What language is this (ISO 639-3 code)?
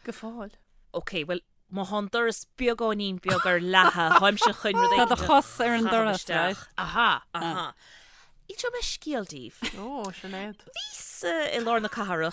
gle